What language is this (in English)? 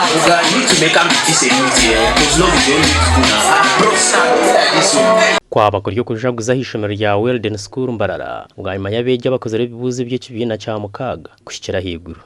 Nyankole